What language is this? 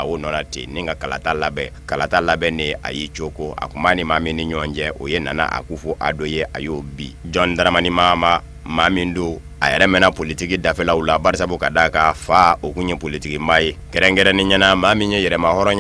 Bambara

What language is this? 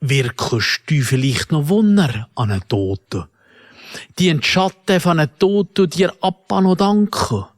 Swiss German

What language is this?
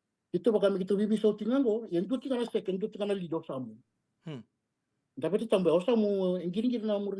Fijian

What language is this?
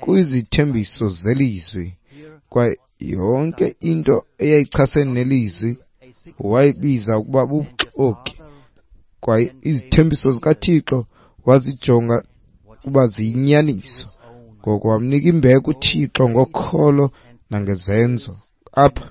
Xhosa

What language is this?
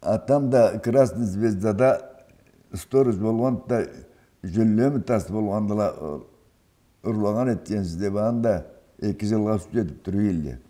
Karachay-Balkar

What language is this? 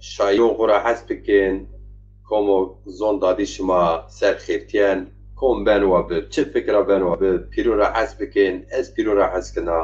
Zaza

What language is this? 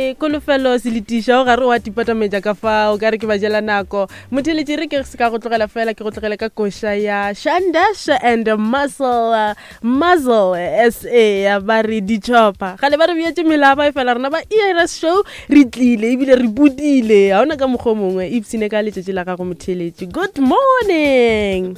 Northern Sotho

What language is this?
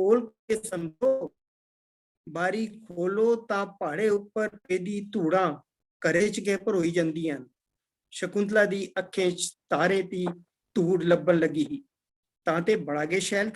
Dogri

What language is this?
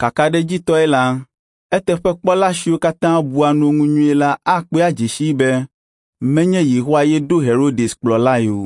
Ewe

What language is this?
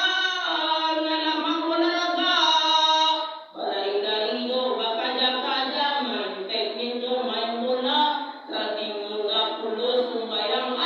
Minangkabau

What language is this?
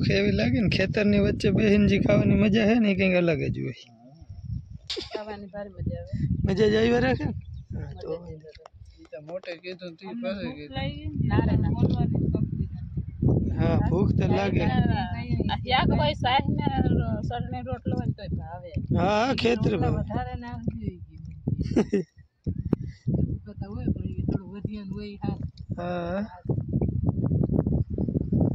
Gujarati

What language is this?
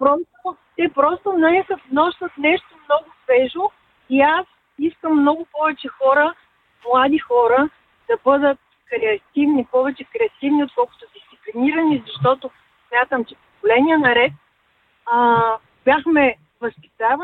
Bulgarian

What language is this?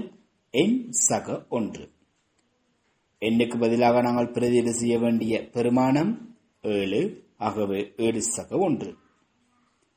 Tamil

